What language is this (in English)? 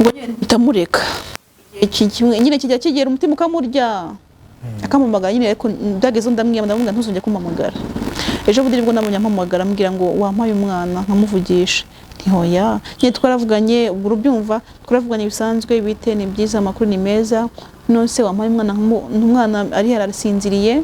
Kinyarwanda